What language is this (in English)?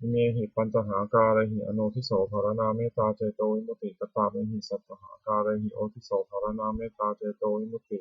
Pali